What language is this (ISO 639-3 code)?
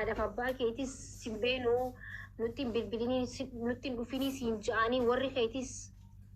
orm